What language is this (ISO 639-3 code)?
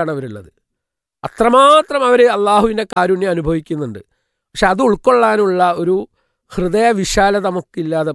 mal